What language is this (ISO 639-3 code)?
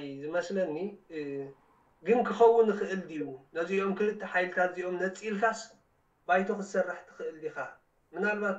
tir